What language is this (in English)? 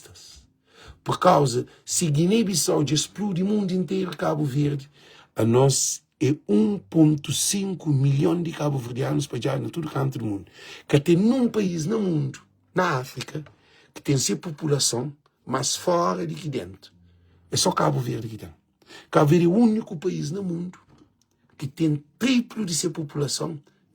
Kabuverdianu